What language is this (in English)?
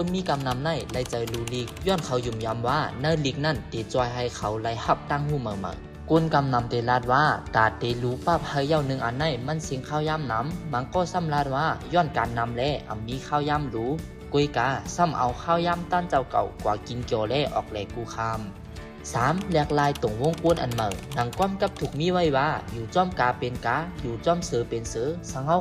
Shan